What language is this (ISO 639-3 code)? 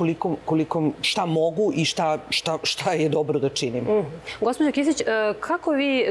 srp